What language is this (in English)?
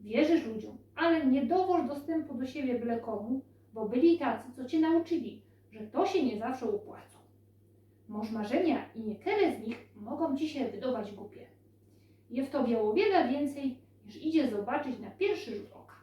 Silesian